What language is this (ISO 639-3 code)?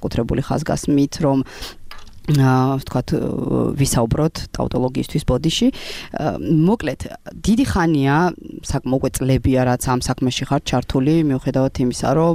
kat